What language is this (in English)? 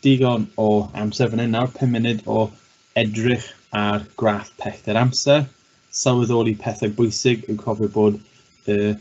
Welsh